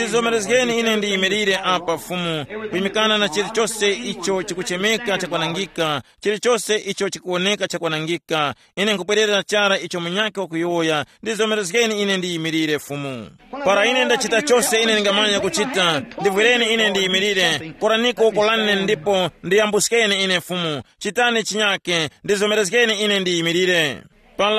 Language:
Tumbuka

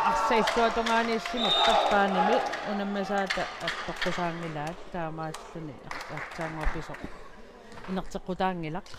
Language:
Kalaallisut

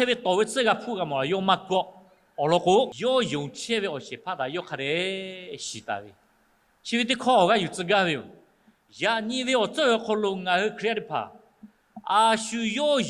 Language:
Lahu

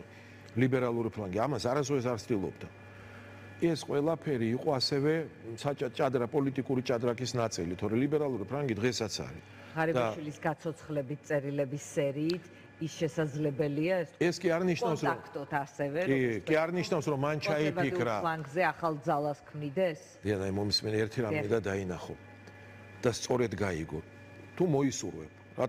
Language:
Georgian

